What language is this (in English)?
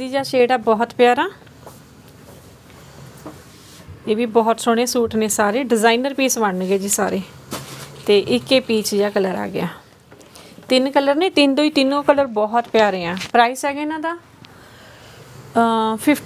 Punjabi